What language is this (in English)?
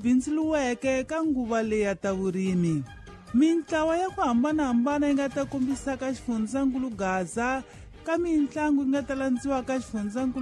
Tsonga